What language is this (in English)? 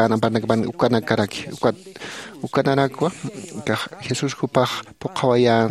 Aymara